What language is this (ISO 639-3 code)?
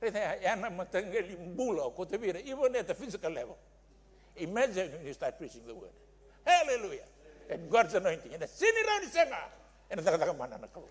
fij